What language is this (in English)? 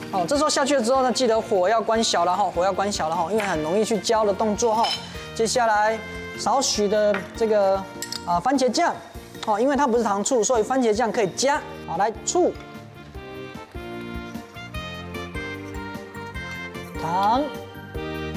Chinese